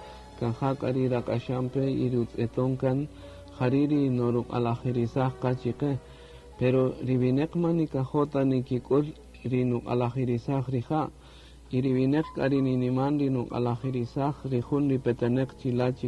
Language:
Kaqchikel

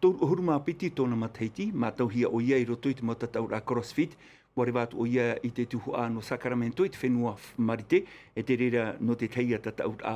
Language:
Tahitian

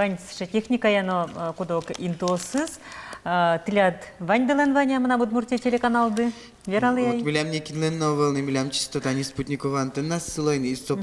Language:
Udmurt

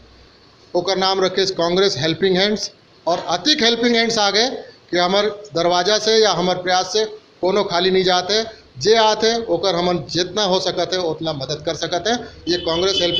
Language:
Chhattisgarhi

